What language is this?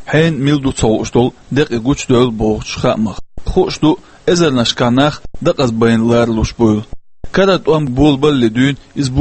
Chechen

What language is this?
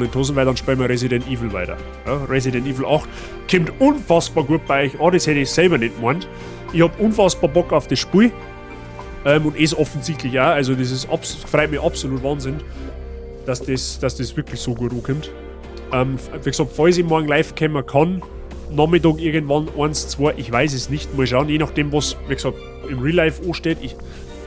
Bavarian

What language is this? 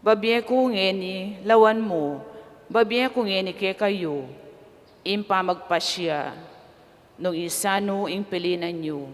Pampanga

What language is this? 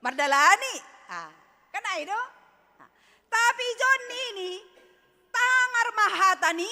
Batak Simalungun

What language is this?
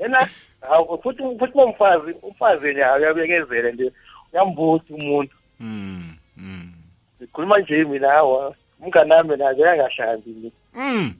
South Ndebele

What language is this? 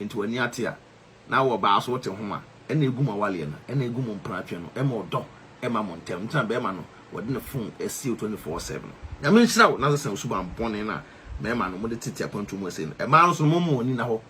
Akan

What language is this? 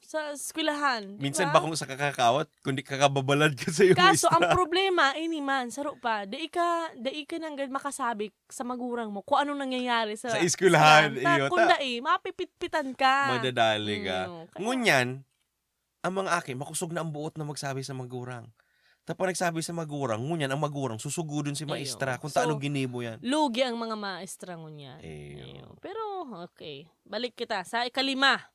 Bikol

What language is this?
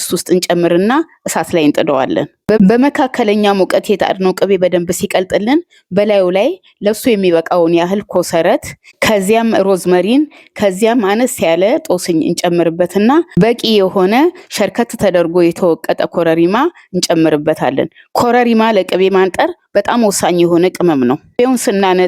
Amharic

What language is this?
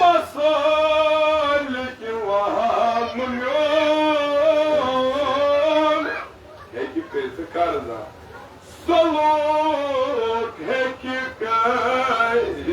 Kashmiri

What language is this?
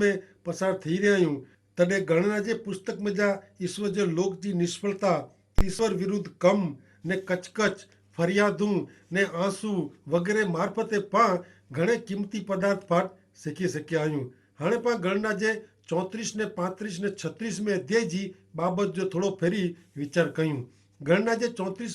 Kachhi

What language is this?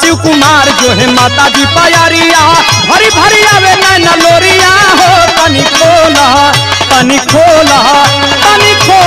Bhojpuri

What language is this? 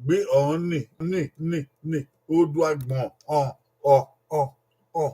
Bini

